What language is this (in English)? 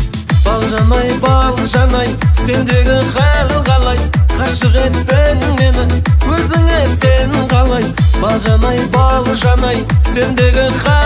Kazakh